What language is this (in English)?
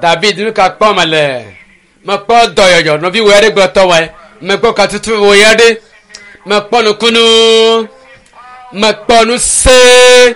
Ewe